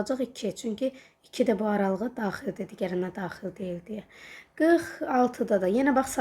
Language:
Azerbaijani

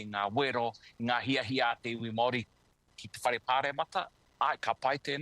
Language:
Māori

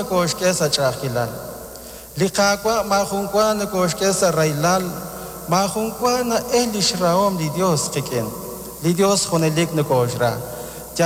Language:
Kekchí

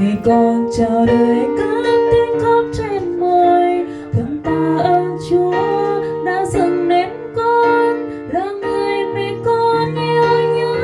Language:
Central Mnong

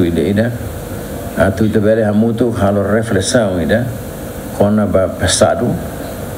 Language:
Tetum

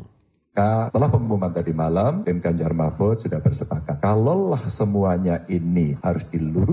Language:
Indonesian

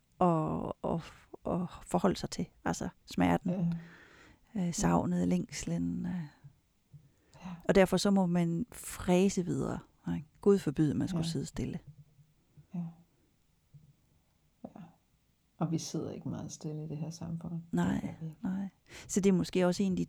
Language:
Danish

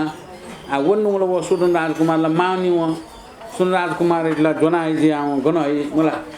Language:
Newari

